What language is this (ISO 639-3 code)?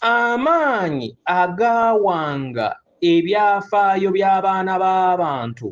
lug